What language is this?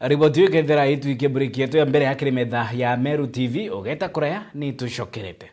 Meru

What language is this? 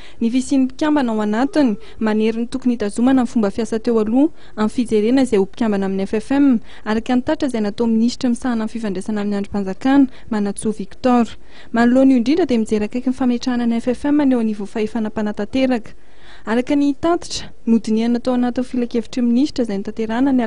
Malagasy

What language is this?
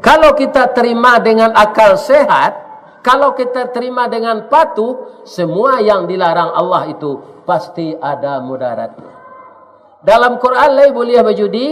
Minangkabau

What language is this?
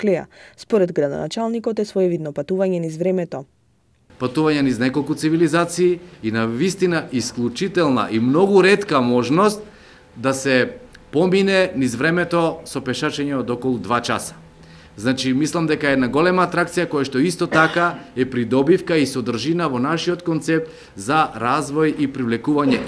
Macedonian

